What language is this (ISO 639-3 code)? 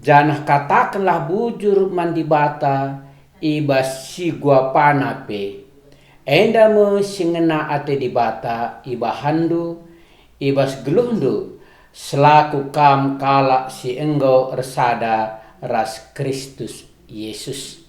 btx